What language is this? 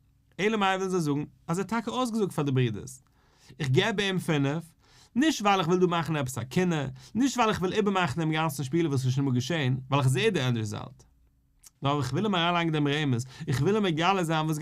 Yiddish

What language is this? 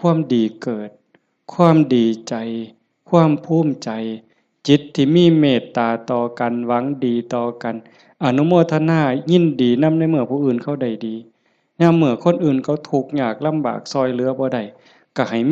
Northeastern Thai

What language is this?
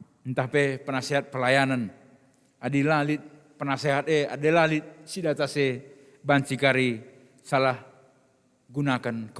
Batak Karo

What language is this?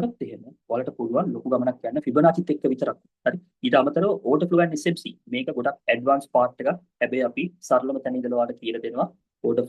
Sinhala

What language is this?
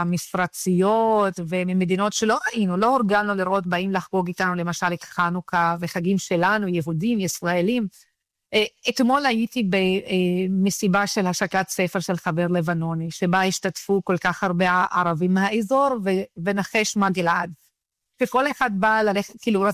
Hebrew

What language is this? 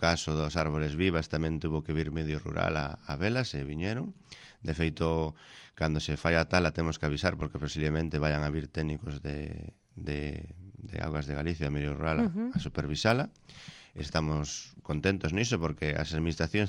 Galician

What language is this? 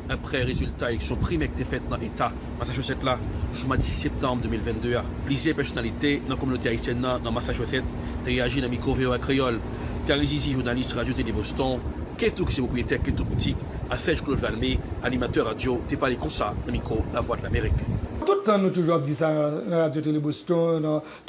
Haitian Creole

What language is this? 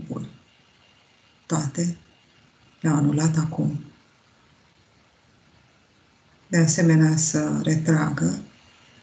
Romanian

